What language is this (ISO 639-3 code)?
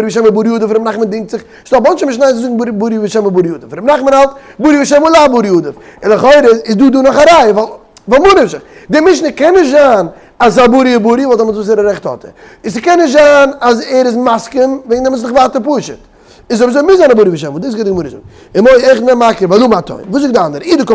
yid